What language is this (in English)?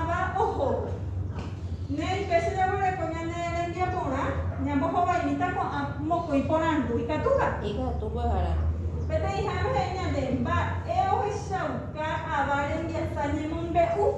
Guarani